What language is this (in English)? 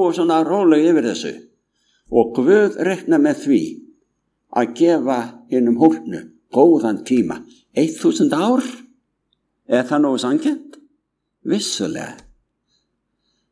Icelandic